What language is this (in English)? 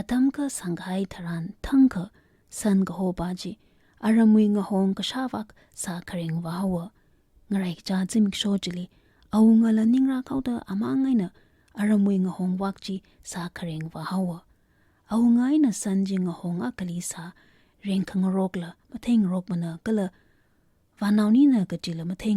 Tangkhul Naga (India)